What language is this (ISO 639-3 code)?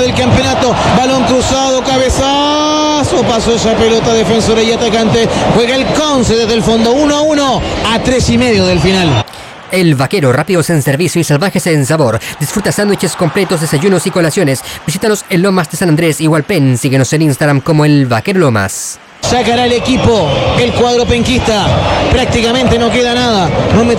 spa